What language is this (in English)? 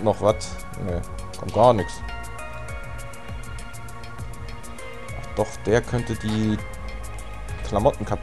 German